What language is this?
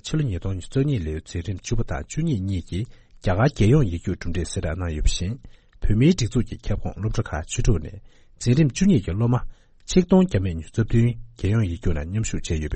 Tibetan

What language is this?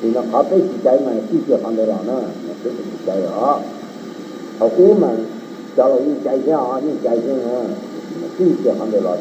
Hmong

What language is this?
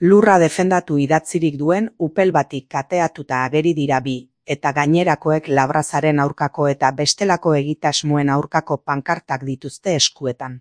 Basque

